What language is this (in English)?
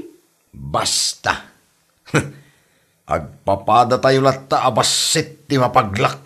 Iloko